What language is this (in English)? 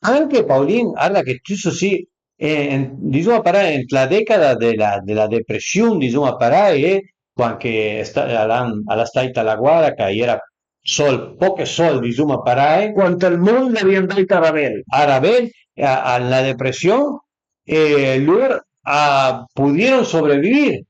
Piedmontese